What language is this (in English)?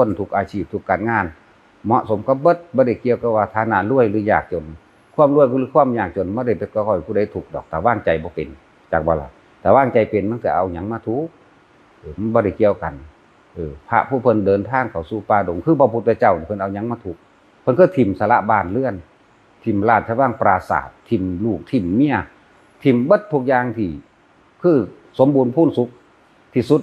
Northeastern Thai